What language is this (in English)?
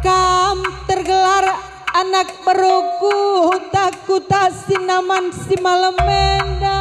Batak Karo